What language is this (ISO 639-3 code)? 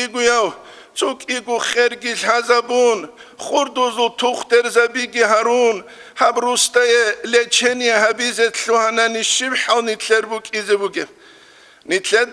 ava